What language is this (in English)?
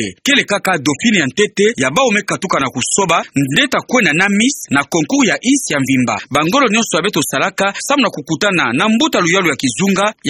Kituba (Democratic Republic of Congo)